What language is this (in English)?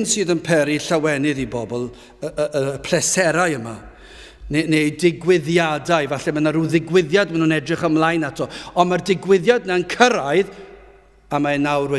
Welsh